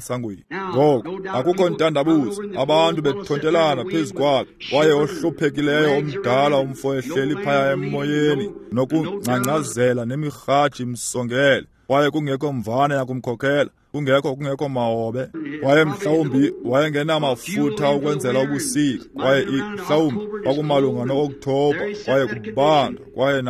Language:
Xhosa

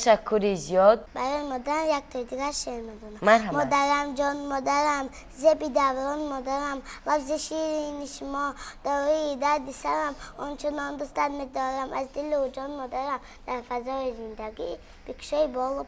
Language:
Tajik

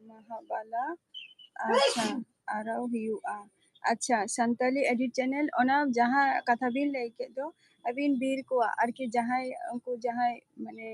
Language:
Santali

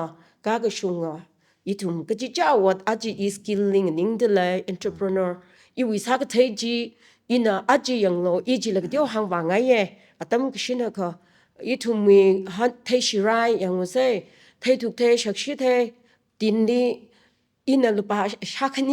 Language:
Tangkhul Naga (India)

